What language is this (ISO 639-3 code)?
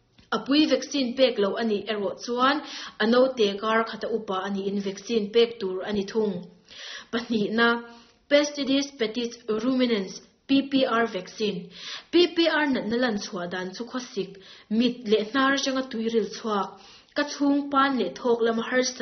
lus